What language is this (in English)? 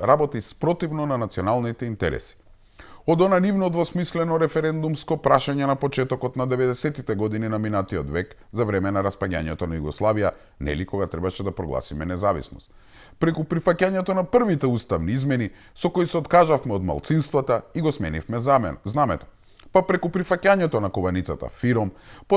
Macedonian